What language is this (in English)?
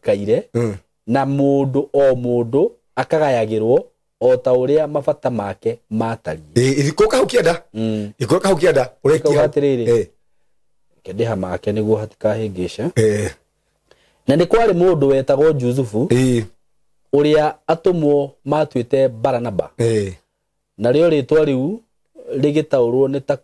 Kikuyu